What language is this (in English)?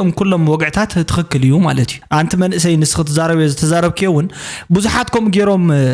Tigrinya